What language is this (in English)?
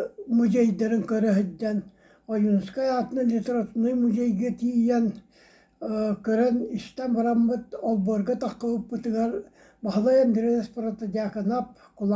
Yakut